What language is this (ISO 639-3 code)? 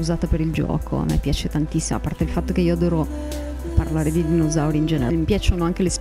ita